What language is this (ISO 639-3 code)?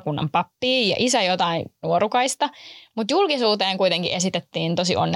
fin